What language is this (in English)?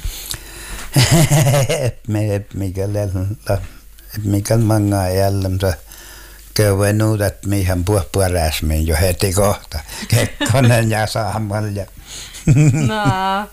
Finnish